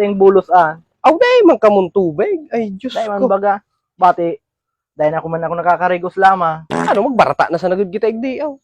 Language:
Bikol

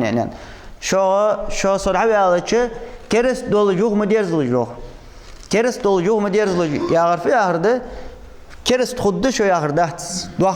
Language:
Ingush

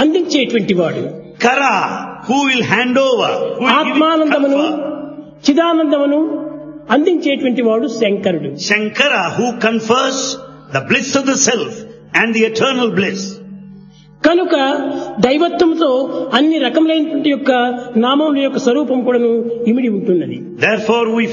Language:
Telugu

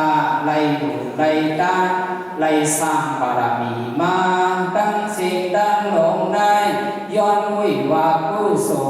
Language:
Shan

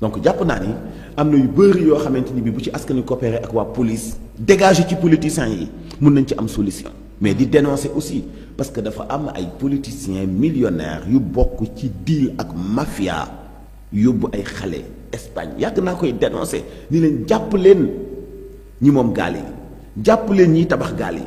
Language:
Wolof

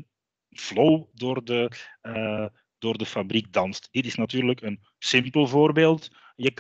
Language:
Dutch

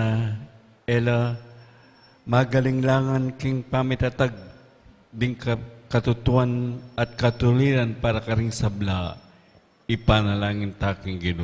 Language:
Pampanga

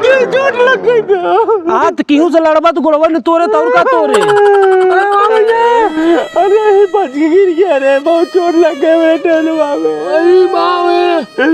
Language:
Awadhi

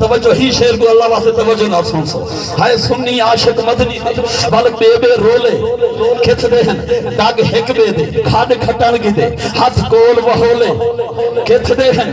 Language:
Saraiki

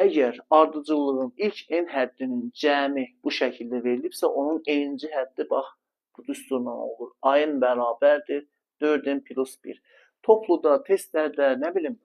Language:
Azerbaijani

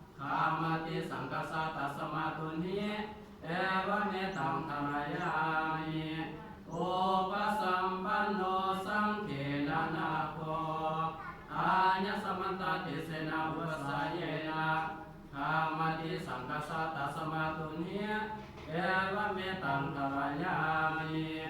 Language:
Pali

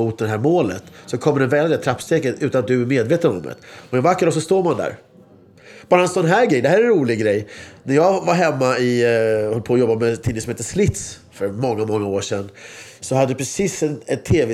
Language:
Swedish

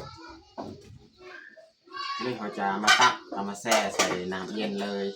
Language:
Lao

